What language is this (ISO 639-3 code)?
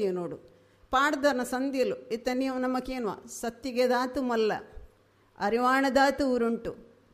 tcy